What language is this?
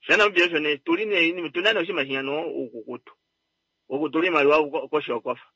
Kuanyama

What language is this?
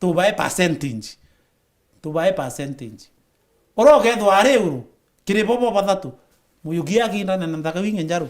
Meru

